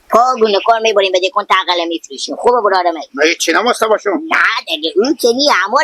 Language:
Hazaragi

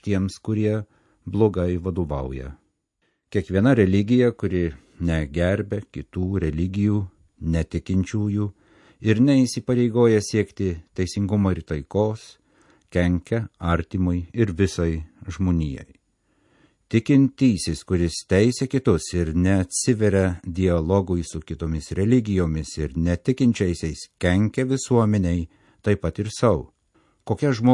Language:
Lithuanian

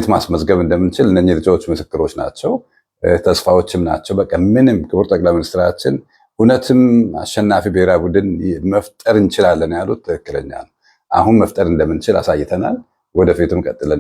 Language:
Amharic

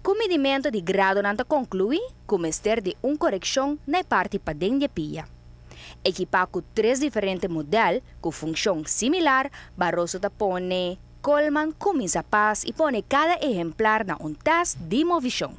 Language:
Papiamento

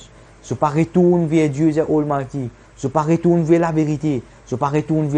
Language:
Morisyen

